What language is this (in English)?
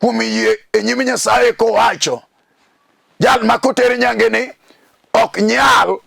Luo (Kenya and Tanzania)